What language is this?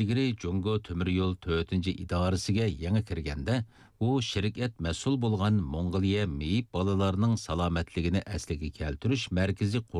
Uyghur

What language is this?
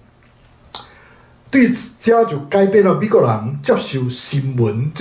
Min Nan Chinese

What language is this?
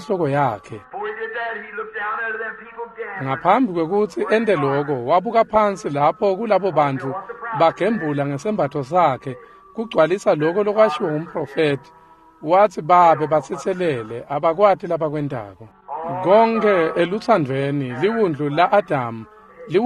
Swati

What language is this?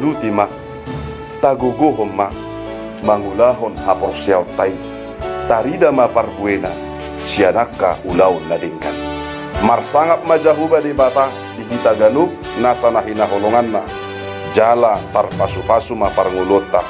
Batak Toba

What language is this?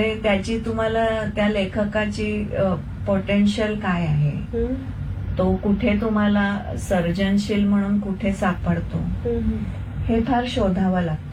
Marathi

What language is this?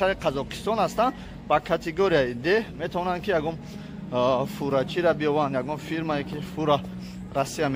Tajik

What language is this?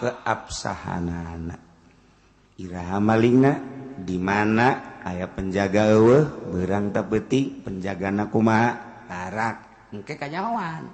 Sundanese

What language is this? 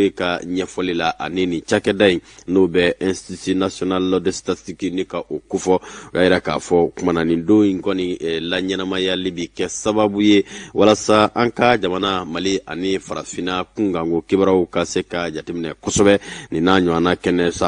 Bambara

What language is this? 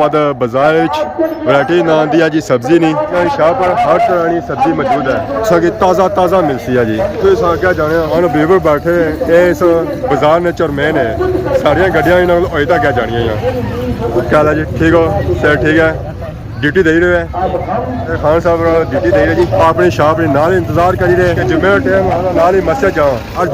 Pahari-Potwari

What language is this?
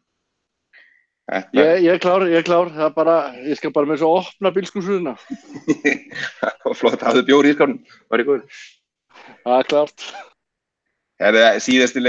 Icelandic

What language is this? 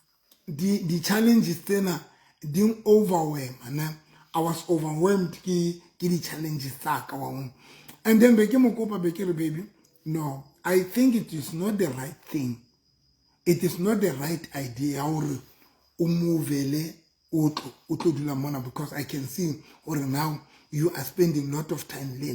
Southern Sotho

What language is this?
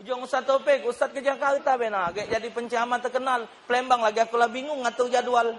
Musi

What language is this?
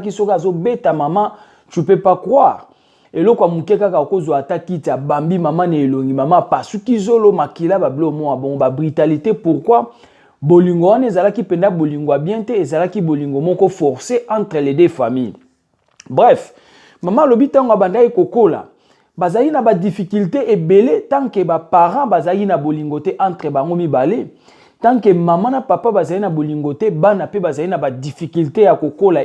Lingala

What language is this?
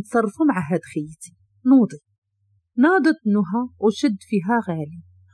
Moroccan Arabic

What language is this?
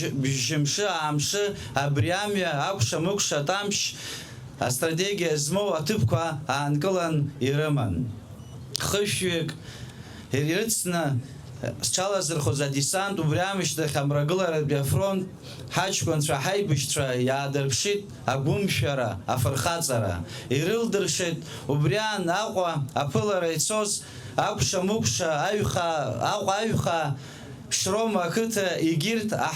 Abkhazian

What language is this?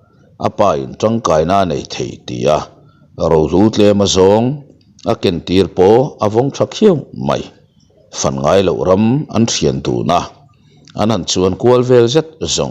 Mizo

